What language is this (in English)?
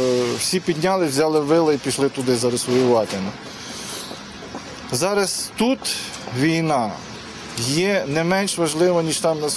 Ukrainian